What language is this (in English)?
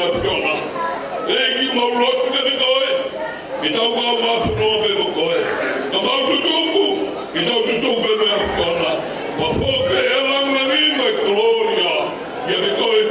Tongan